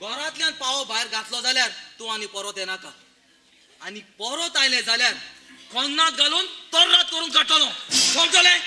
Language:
Konkani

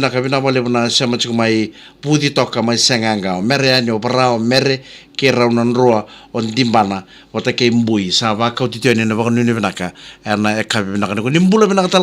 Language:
Fijian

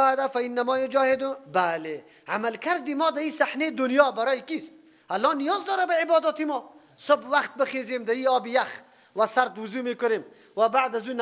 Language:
Persian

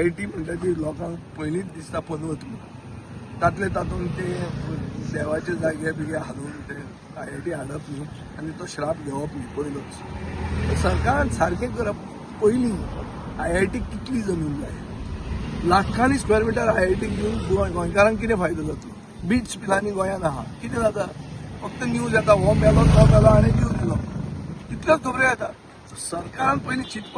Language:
Konkani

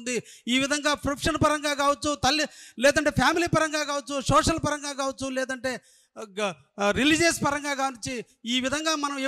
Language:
Telugu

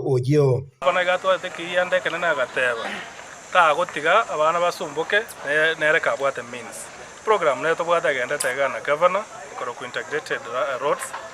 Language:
Gusii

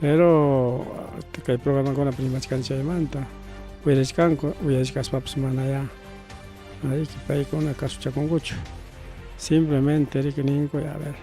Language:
Ayacucho Quechua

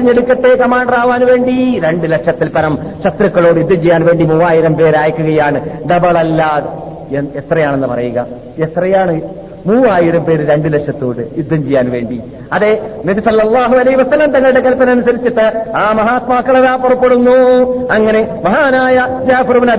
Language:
Malayalam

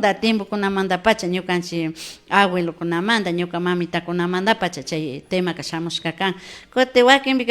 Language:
Imbabura Highland Quichua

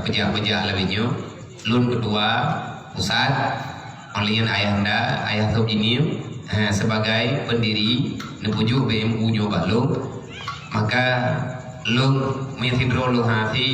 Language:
Achinese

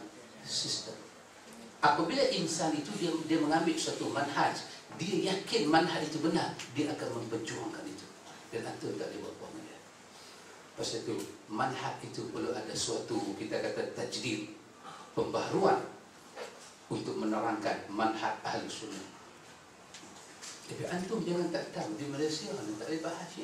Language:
Malay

